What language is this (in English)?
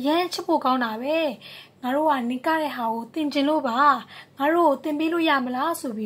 Burmese